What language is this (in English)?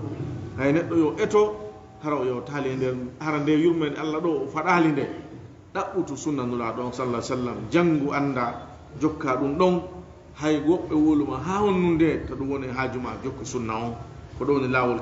Fula